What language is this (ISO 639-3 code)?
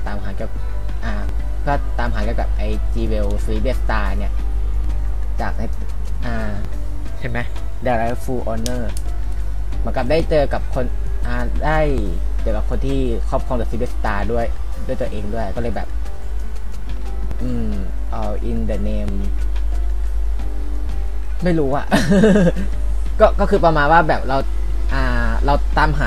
tha